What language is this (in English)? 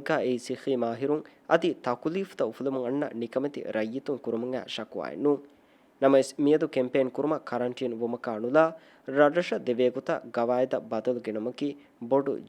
Divehi